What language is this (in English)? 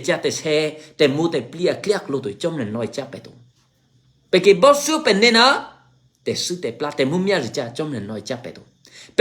Eastern Kayah